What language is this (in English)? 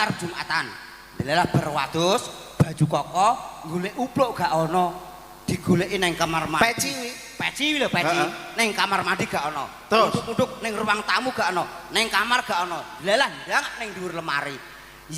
Javanese